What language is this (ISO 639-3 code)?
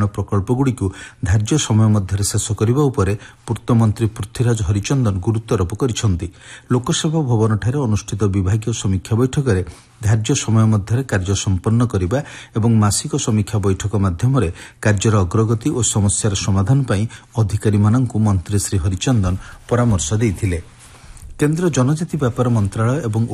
ori